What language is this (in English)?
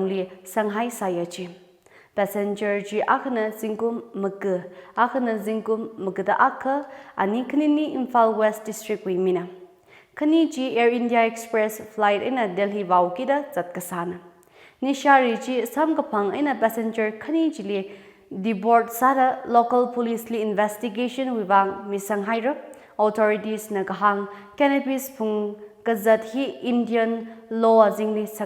Tangkhul Naga (India)